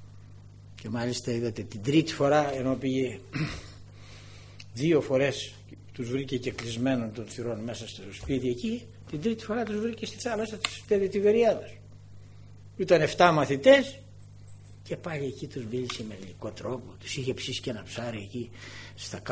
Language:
Greek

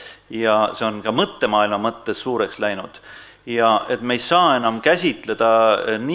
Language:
Estonian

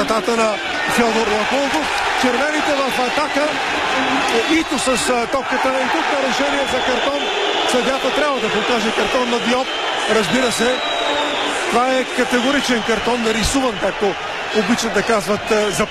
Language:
Bulgarian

